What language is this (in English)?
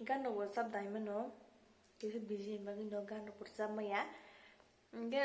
Kok Borok